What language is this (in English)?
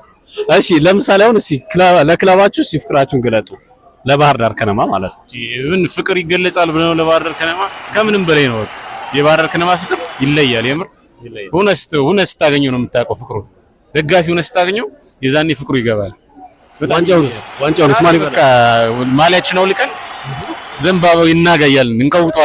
Amharic